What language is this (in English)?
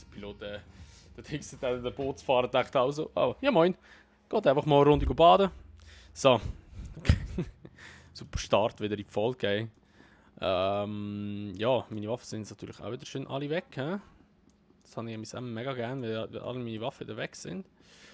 Swiss German